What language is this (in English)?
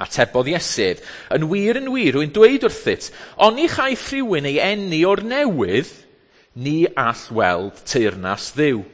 Welsh